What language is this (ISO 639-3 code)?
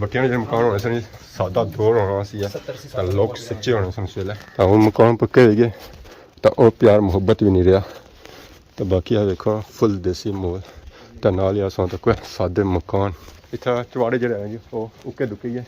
phr